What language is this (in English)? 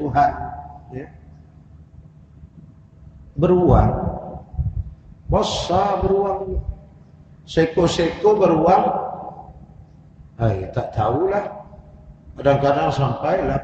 Malay